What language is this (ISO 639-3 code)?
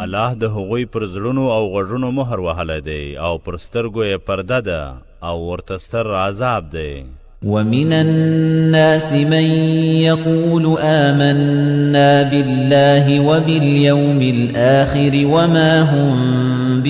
pus